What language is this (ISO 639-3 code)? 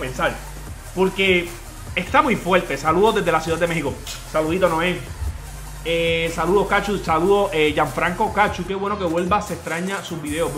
spa